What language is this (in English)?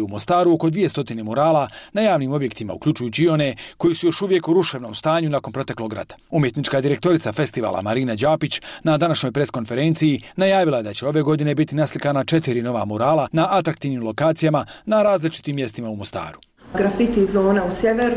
Croatian